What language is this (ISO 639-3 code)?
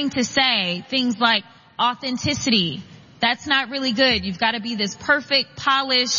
eng